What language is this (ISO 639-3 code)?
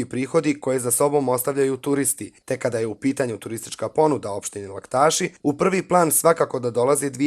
bos